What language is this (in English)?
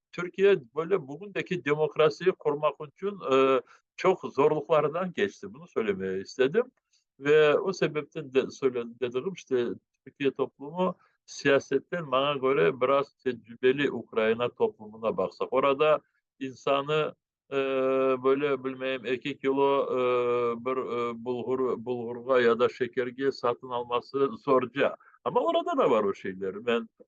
Crimean Tatar